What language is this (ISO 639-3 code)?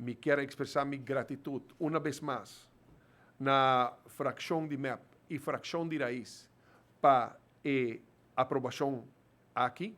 pap